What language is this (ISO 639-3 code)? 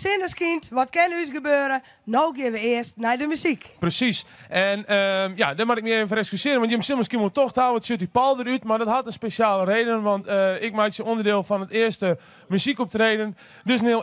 fry